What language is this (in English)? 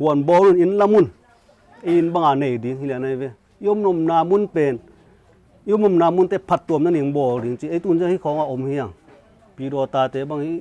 Tedim Chin